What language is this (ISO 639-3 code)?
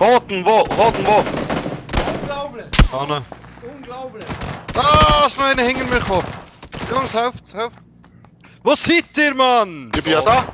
gsw